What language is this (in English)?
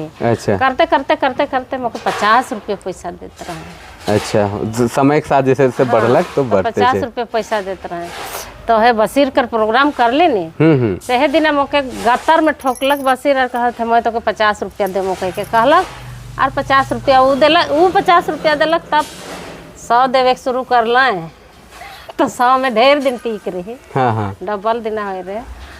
Sadri